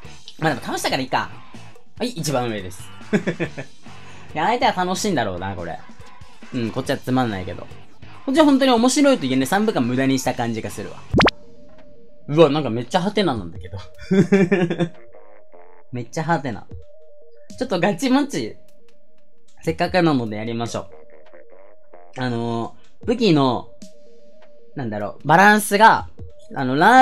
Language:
Japanese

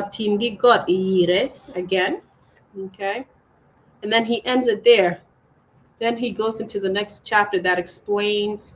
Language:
Acoli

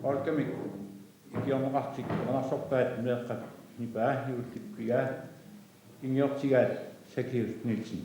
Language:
Kalaallisut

